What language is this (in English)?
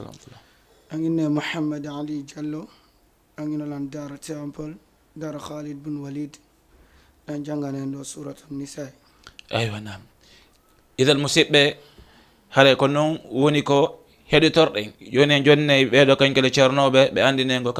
Fula